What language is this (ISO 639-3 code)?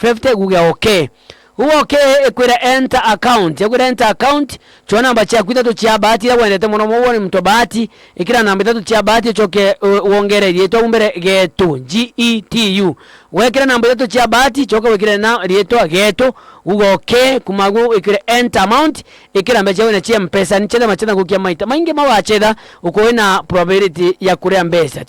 mer